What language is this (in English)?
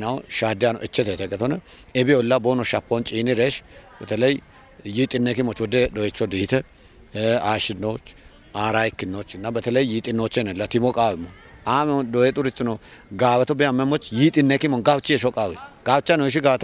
Kafa